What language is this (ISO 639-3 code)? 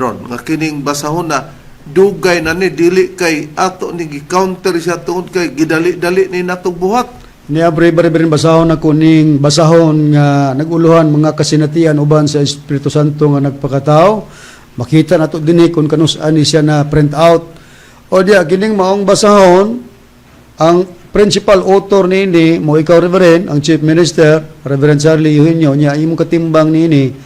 ceb